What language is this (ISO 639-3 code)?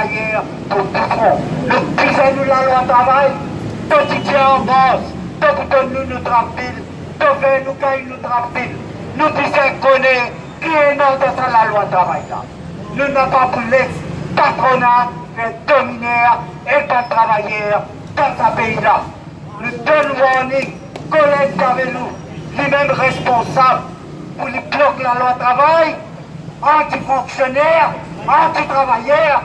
mfe